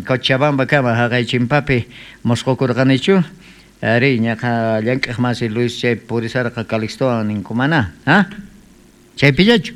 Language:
South Bolivian Quechua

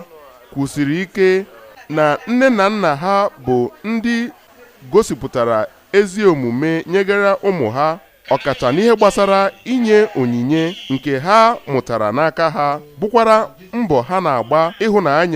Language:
Igbo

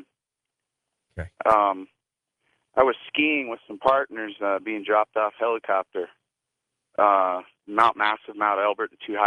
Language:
English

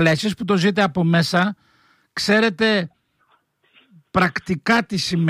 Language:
Greek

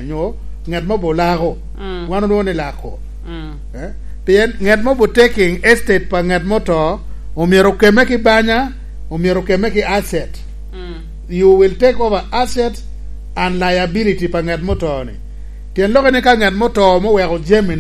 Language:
Lango (Uganda)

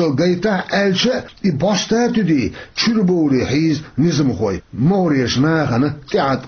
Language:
Chechen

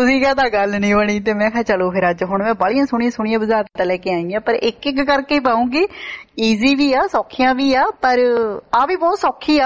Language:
Punjabi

